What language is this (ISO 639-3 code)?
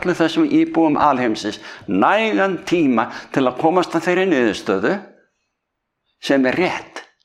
isl